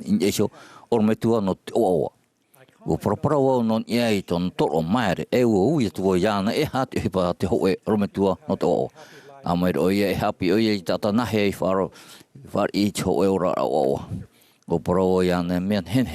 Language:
Tahitian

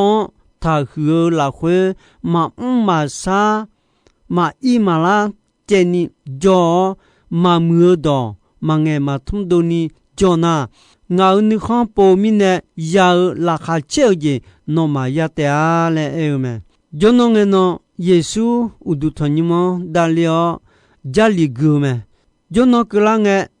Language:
Akha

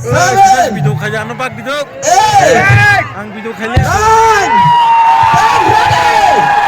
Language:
Kok Borok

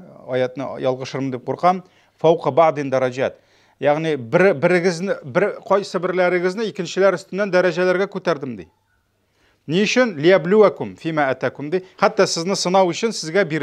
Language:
Tatar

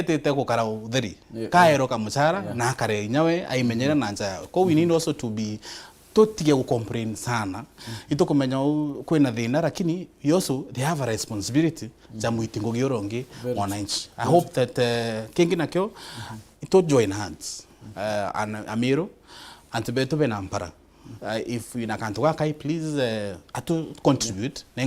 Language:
Meru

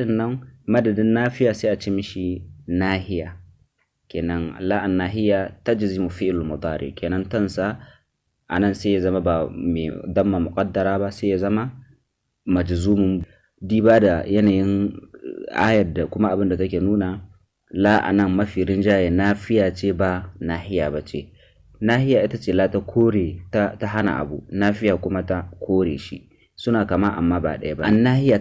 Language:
Hausa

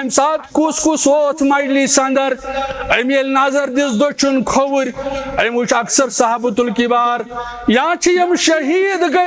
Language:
Kashmiri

